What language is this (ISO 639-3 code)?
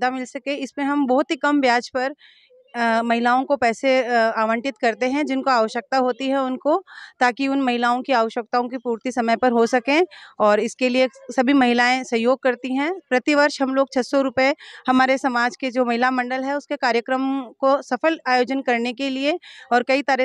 hin